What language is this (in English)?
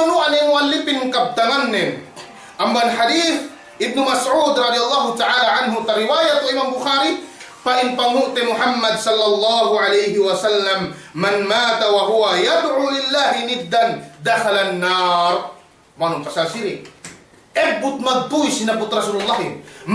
Yakan